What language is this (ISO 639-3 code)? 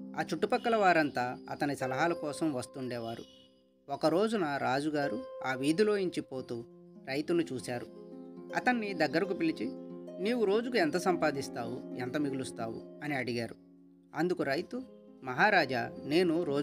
tel